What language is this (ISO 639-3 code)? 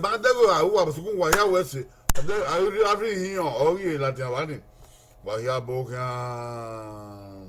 bin